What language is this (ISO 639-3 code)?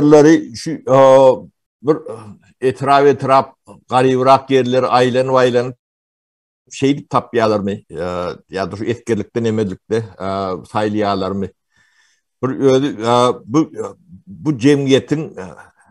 tuk